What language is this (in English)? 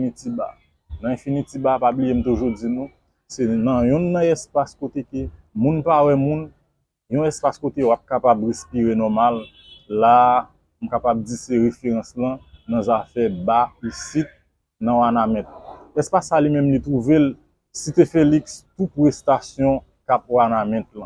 Haitian Creole